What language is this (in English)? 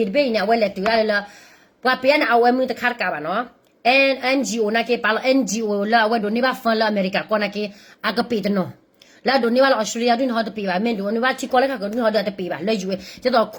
S'gaw Karen